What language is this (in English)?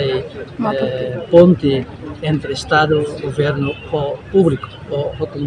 Tetum